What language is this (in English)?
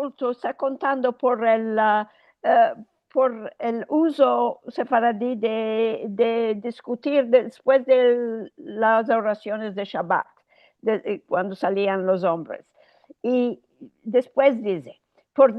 Ladino